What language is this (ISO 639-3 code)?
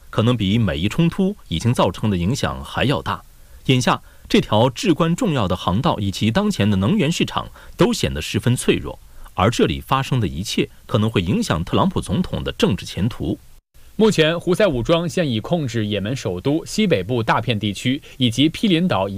zho